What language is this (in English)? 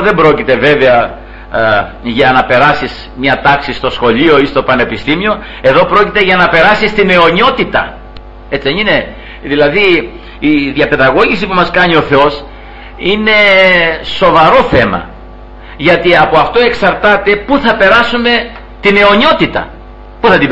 Greek